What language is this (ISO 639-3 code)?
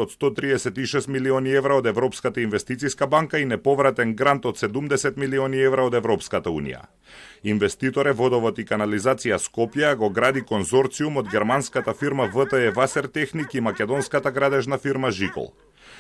mkd